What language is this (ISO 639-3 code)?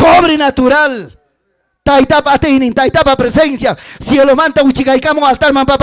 quy